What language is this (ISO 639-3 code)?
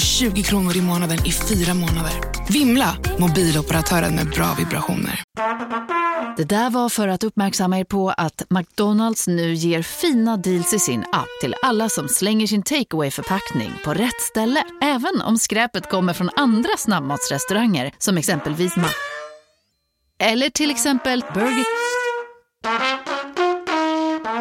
swe